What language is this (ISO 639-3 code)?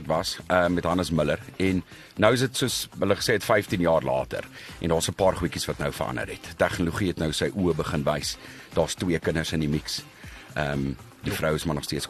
afr